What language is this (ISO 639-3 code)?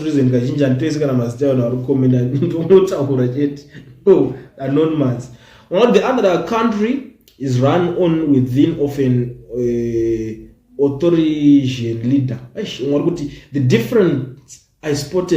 sna